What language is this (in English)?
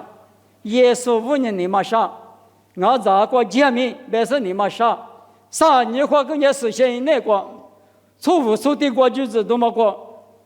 Lisu